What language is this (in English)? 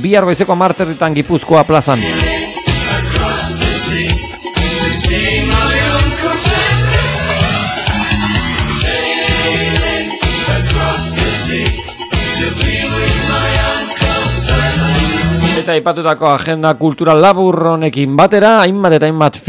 Basque